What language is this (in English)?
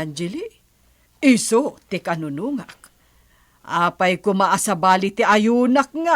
Iloko